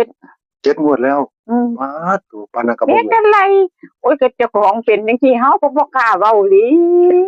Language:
Northeastern Thai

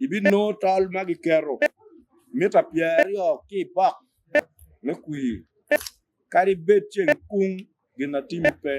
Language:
Acoli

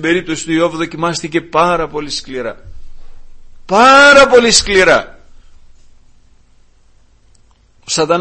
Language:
Greek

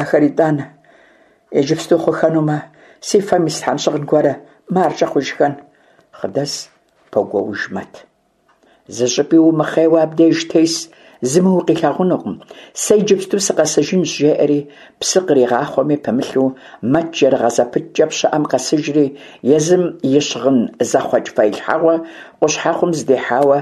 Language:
Kabardian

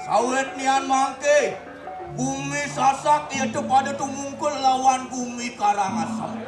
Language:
Balinese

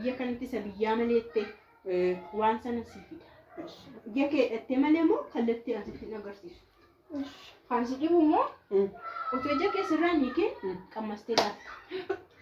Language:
Oromo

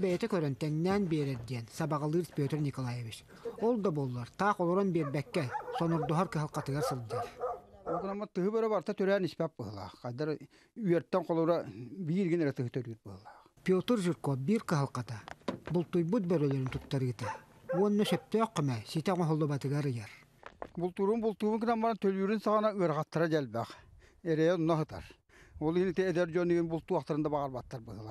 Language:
Yakut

